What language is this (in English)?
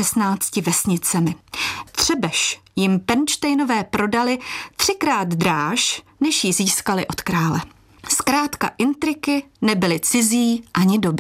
Czech